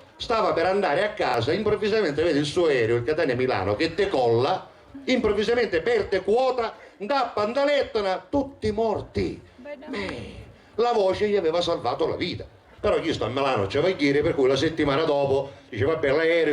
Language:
Sicilian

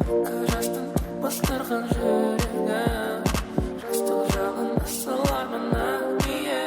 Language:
Kara-Kalpak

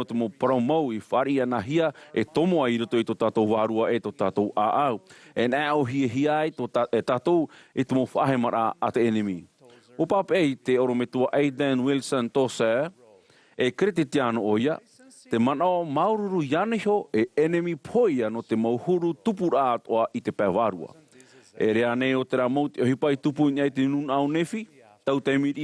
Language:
Tahitian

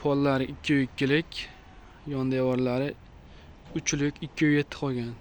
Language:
Uzbek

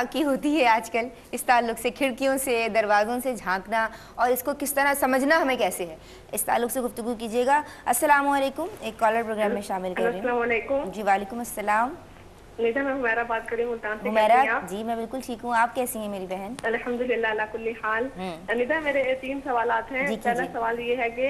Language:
Urdu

